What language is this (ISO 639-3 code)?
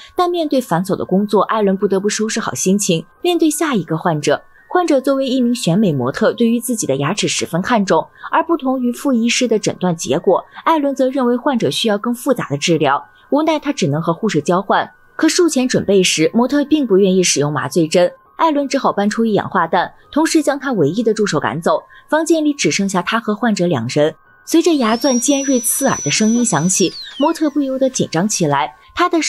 zho